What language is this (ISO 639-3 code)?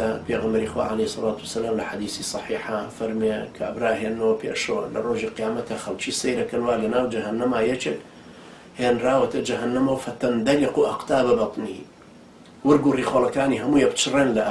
ckb